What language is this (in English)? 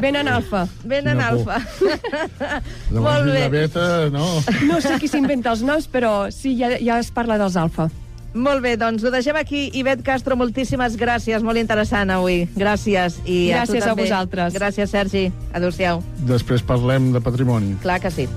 Catalan